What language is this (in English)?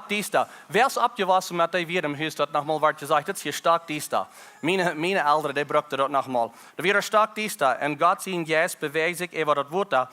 Plautdietsch